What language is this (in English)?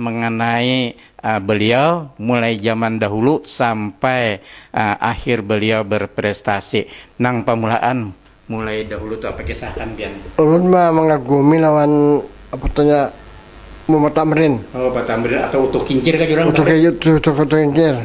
Banjar